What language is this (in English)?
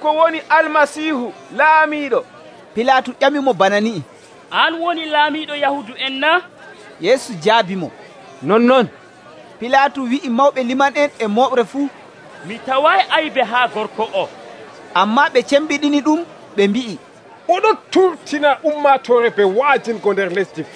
Nigerian Fulfulde